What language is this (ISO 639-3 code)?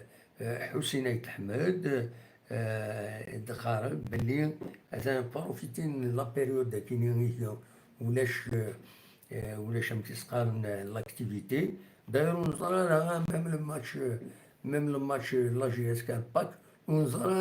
kab